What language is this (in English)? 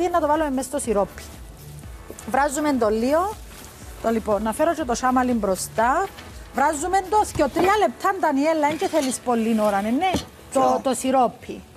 Greek